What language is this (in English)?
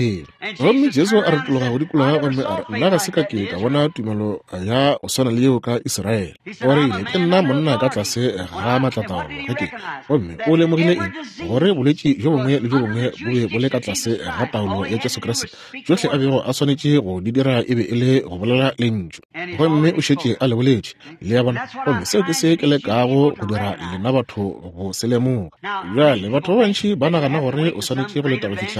Northern Sotho